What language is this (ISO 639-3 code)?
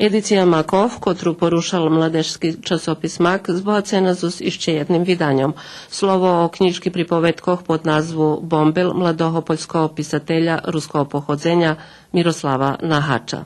rue